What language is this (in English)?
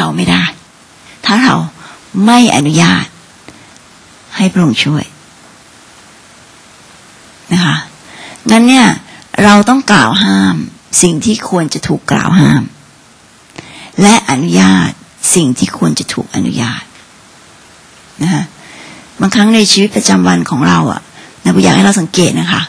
Thai